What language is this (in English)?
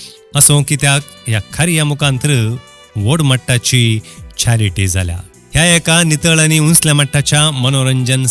Konkani